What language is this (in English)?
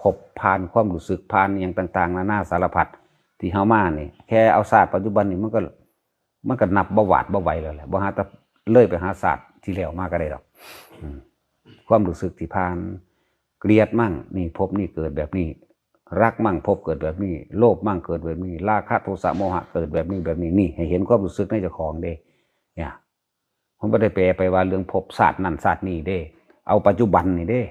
Lao